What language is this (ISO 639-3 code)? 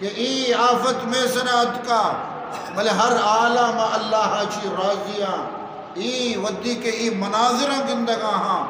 bal